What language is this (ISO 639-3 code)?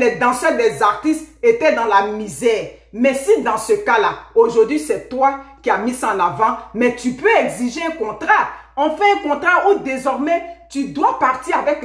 fra